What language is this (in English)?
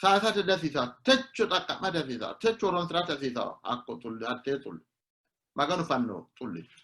Sidamo